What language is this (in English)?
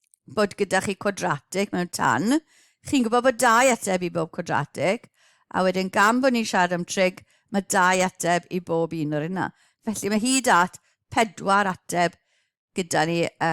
Welsh